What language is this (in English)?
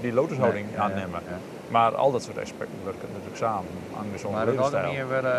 Western Frisian